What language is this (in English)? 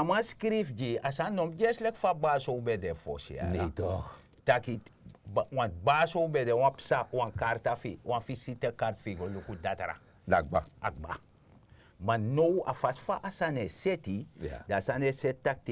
Sranan Tongo